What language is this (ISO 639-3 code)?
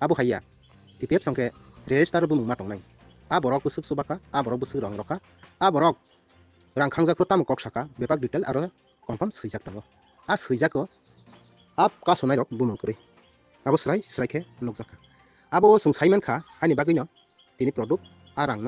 trp